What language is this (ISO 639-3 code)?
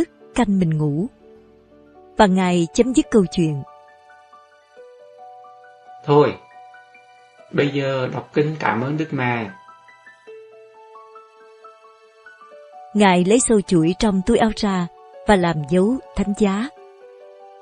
vie